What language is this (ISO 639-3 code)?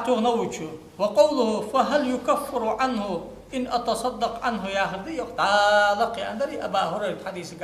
inh